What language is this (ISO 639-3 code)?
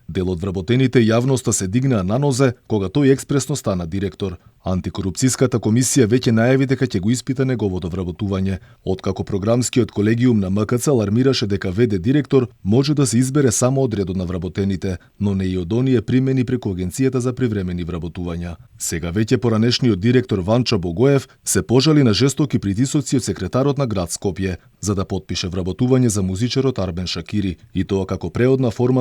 mkd